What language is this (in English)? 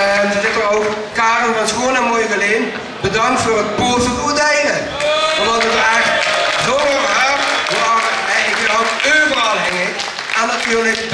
Limburgish